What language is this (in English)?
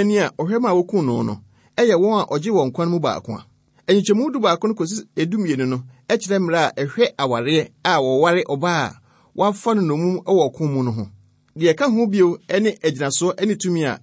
Akan